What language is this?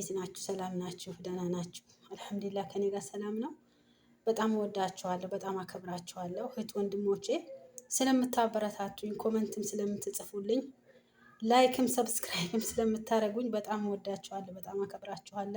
Amharic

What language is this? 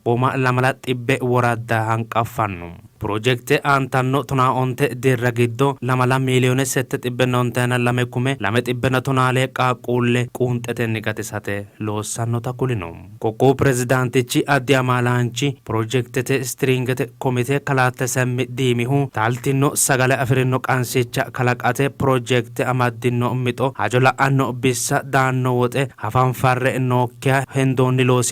Sidamo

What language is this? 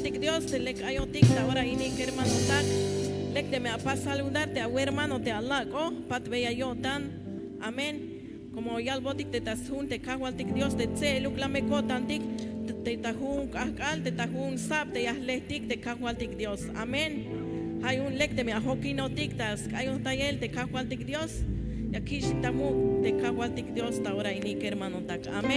Tzeltal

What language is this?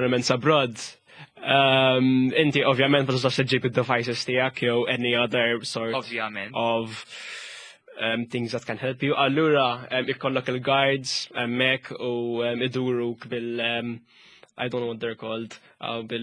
Maltese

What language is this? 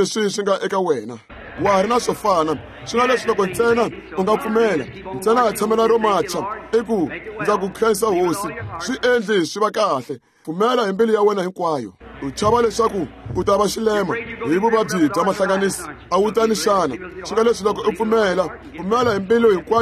Tsonga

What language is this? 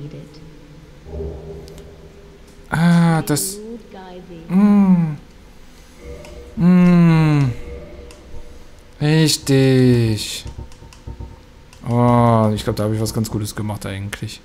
German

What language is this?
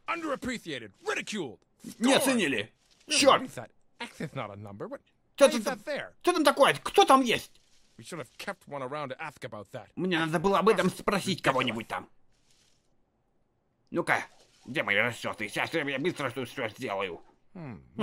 Russian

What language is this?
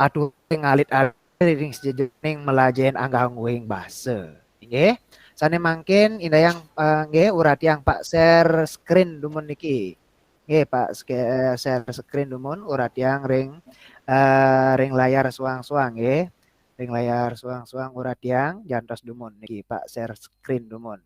Balinese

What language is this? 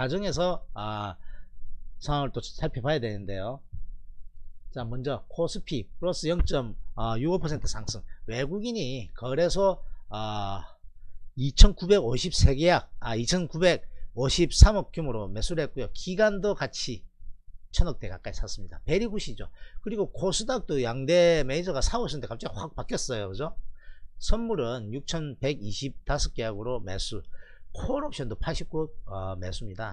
Korean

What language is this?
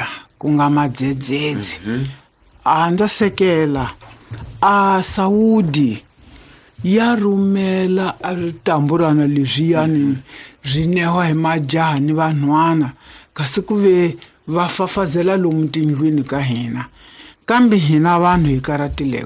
Tsonga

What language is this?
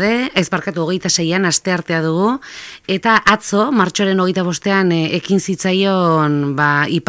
Basque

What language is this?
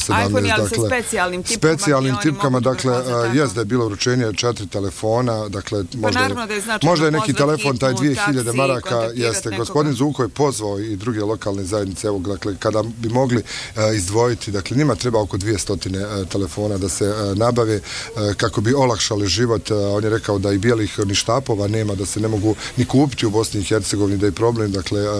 Bosnian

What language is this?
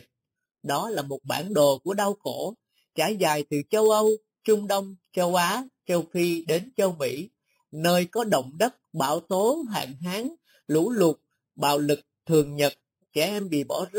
Vietnamese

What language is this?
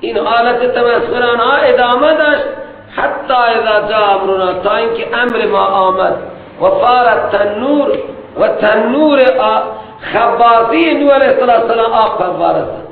Persian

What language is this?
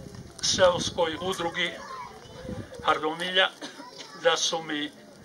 Croatian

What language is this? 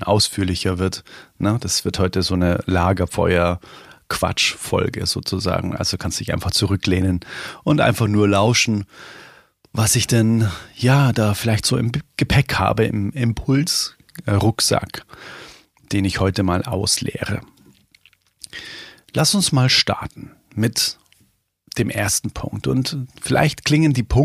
German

